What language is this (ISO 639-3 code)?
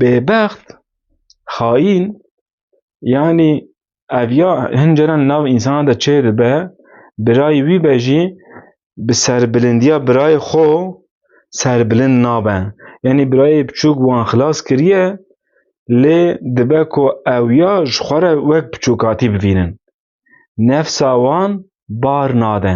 kur